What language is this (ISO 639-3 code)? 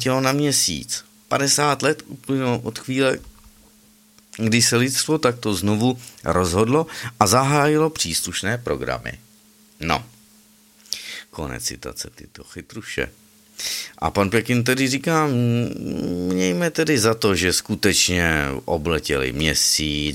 ces